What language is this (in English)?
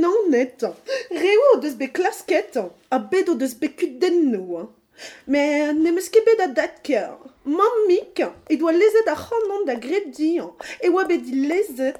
Breton